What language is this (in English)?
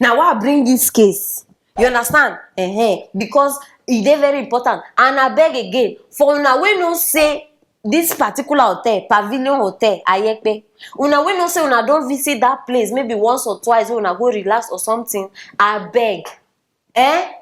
Nigerian Pidgin